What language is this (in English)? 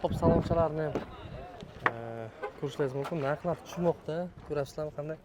Uzbek